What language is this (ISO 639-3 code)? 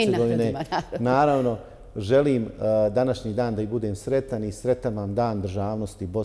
bos